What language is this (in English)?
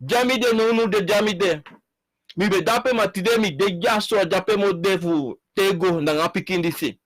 Sranan Tongo